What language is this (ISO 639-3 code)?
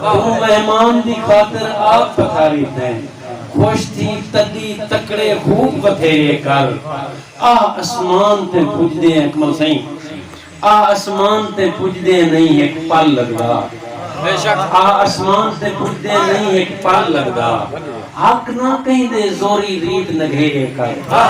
skr